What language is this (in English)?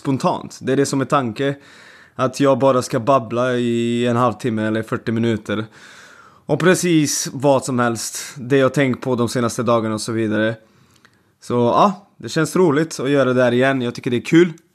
Swedish